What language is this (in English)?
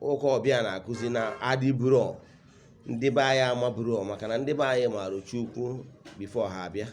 Igbo